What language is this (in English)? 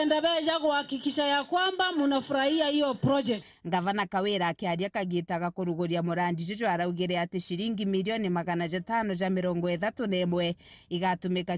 Meru